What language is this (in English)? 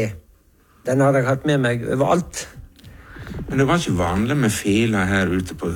Norwegian